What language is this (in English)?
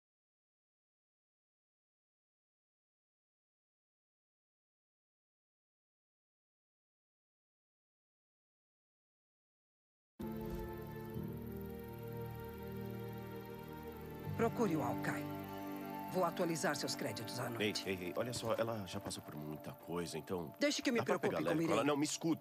Portuguese